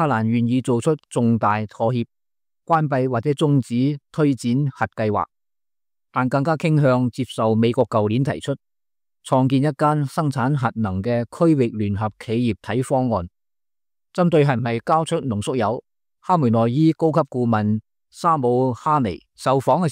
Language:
Cantonese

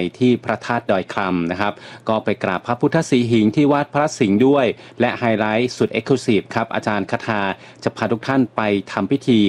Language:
Thai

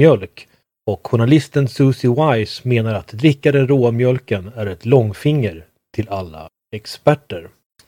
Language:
Swedish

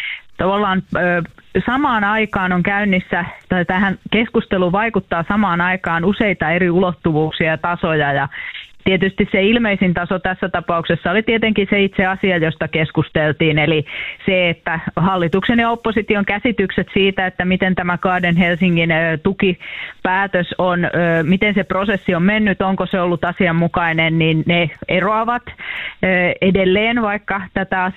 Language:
Finnish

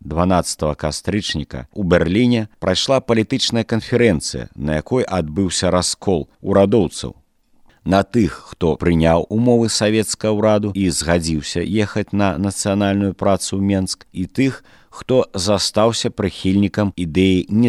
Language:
Belarusian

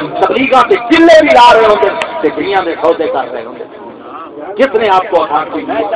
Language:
Saraiki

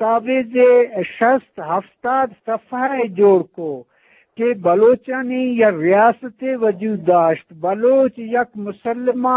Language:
Eastern Balochi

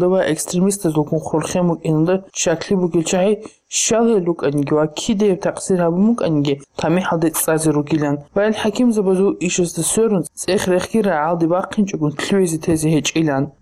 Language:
Avaric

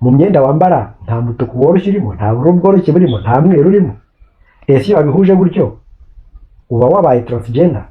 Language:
Kinyarwanda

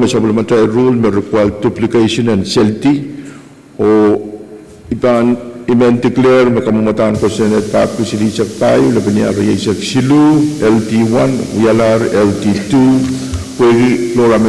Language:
Pohnpeian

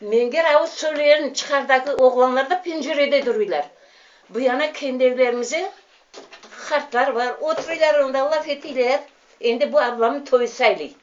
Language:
Crimean Tatar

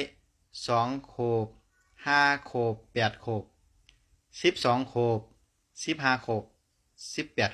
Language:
Shan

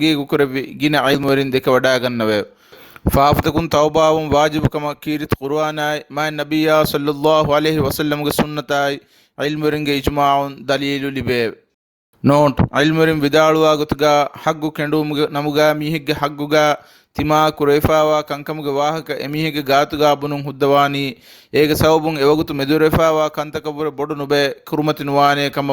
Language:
Divehi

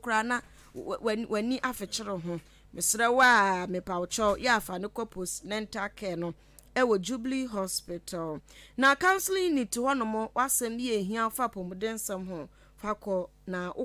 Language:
Akan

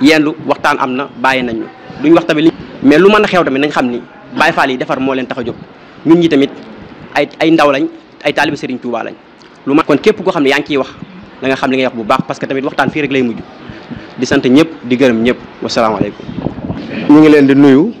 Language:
Wolof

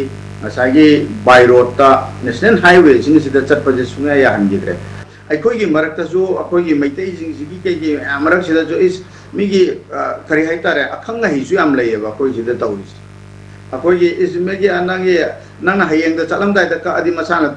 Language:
Manipuri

